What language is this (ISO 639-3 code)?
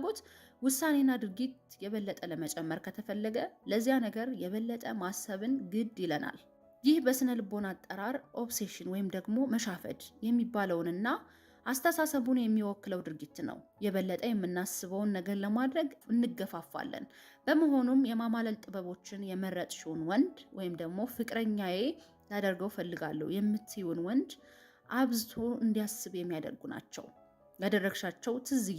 amh